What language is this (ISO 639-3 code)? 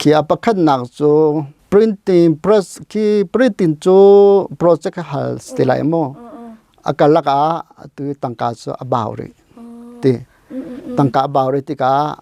cnh